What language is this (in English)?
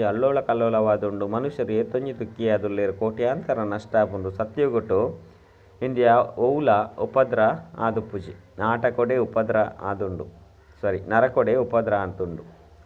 Tulu